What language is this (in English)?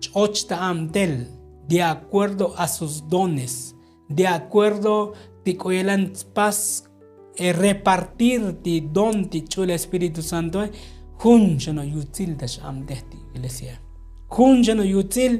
Tzotzil